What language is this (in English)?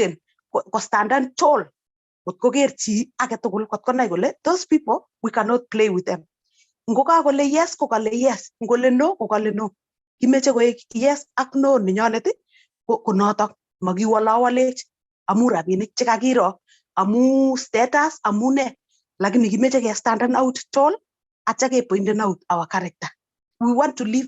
Kalenjin